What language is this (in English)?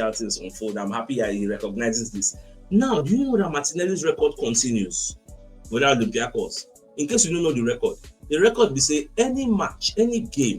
Nigerian Pidgin